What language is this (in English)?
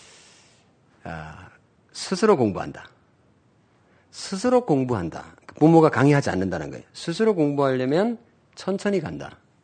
Korean